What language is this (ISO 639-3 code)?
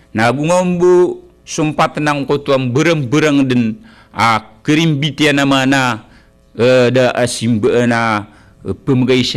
mrw